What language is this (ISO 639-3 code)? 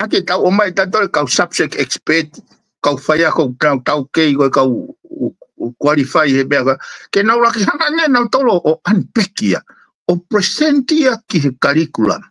ton